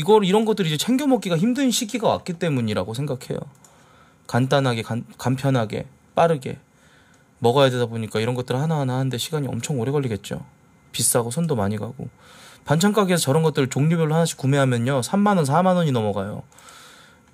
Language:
Korean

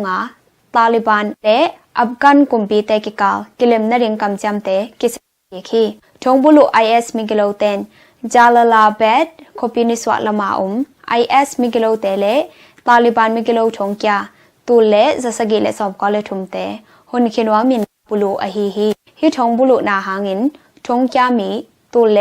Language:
Tedim Chin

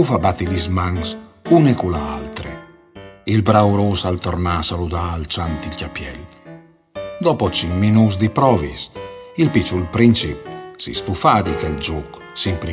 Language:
Friulian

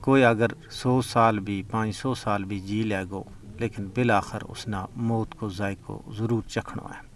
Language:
Gujari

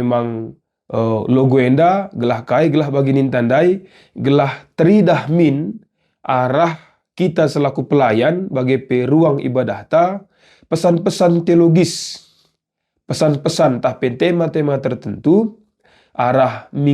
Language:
Batak Karo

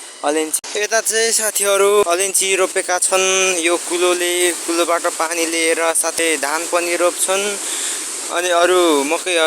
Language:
Nepali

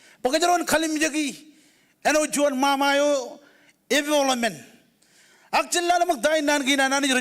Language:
Marshallese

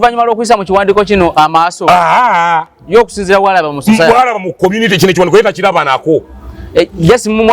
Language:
Ganda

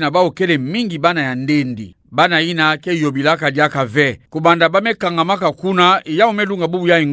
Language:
Kituba (Democratic Republic of Congo)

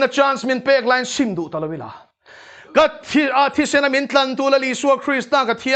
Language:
Mizo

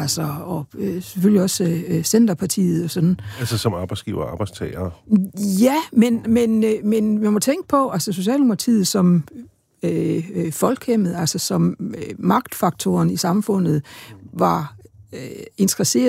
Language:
Danish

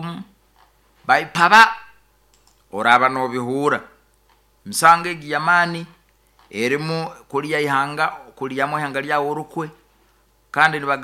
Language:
Nyoro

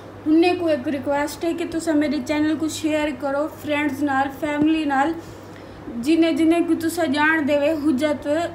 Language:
Saraiki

